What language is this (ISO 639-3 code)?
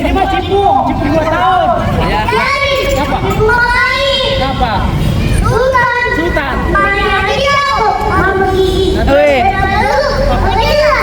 bew